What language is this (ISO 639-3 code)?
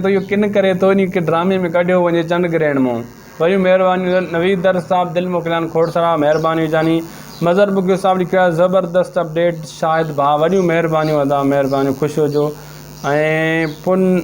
snd